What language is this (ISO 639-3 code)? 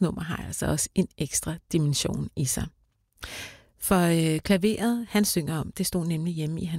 dan